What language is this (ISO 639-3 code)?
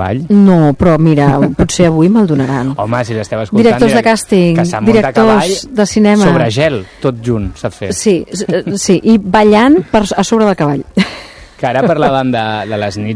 cat